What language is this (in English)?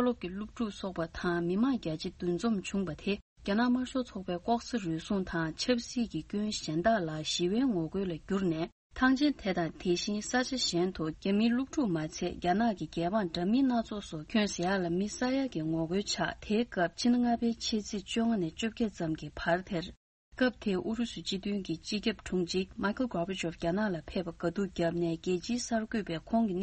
Tibetan